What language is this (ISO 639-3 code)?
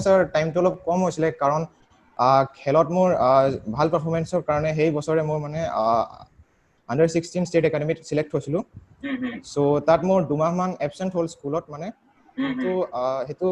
asm